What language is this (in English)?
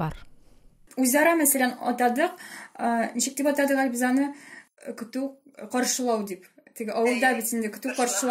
Tatar